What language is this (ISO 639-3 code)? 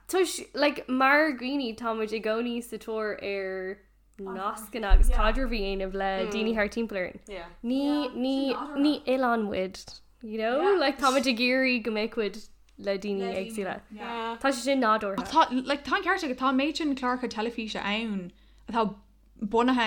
gle